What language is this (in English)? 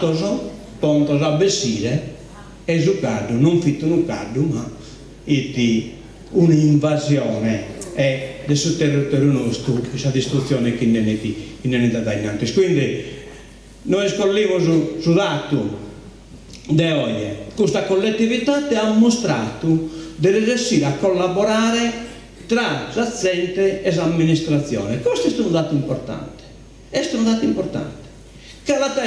Sardinian